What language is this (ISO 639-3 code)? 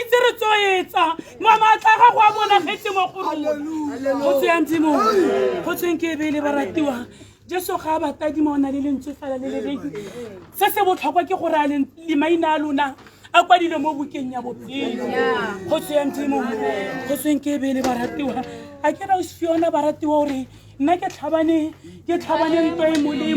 tsn